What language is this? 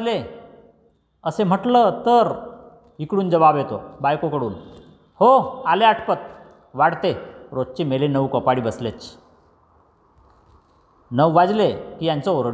Marathi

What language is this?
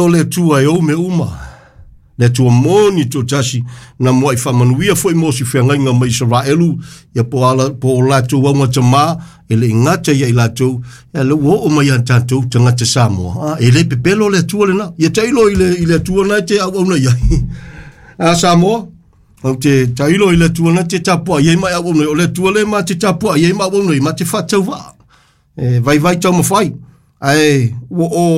Samoan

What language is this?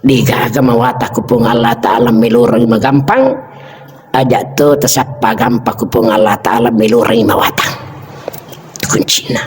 Buginese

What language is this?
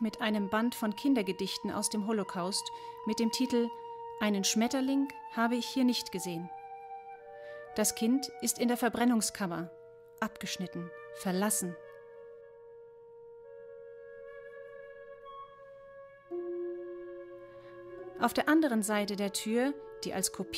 German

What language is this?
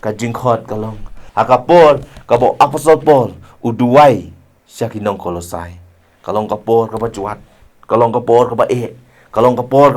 Khasi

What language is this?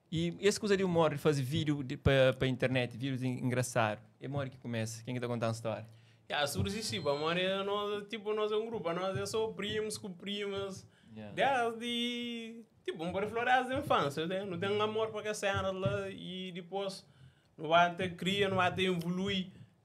Kabuverdianu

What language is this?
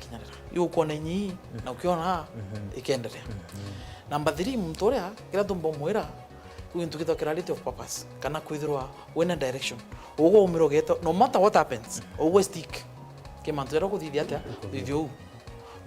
Meru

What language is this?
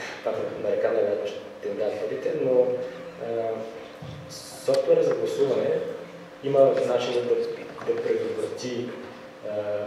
Bulgarian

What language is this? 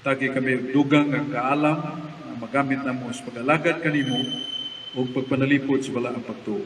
Cebuano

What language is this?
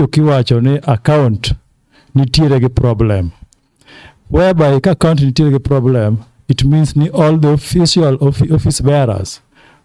Luo (Kenya and Tanzania)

